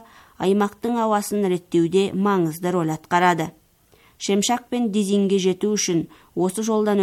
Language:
Kazakh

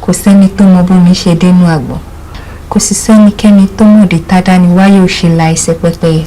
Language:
Yoruba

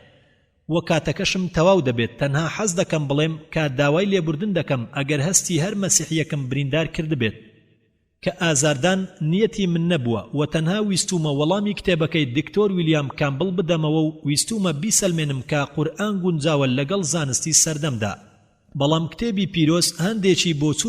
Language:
Central Kurdish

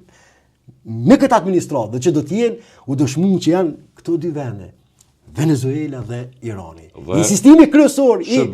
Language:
Albanian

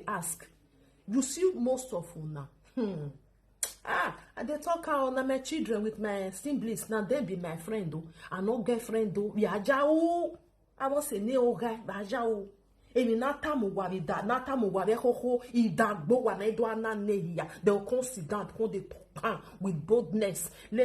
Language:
Nigerian Pidgin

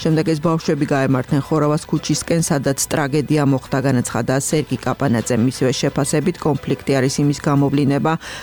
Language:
Georgian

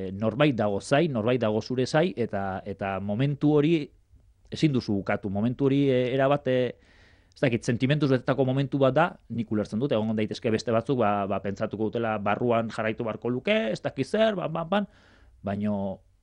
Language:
Basque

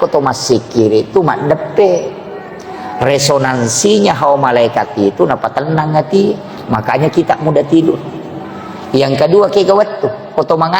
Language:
Buginese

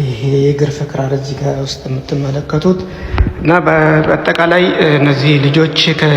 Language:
Amharic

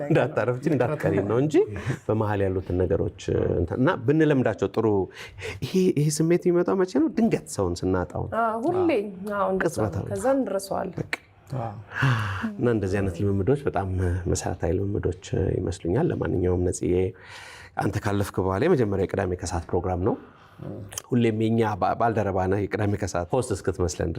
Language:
Amharic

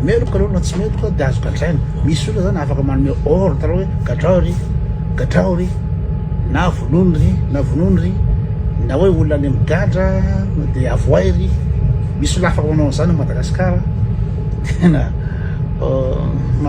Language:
Malagasy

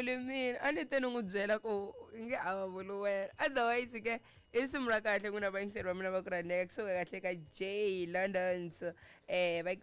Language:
Tsonga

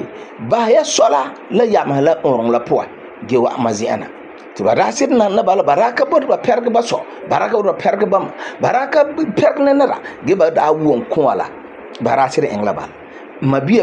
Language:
Frafra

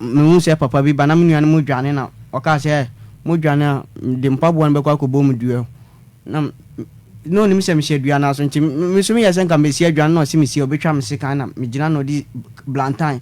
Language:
Akan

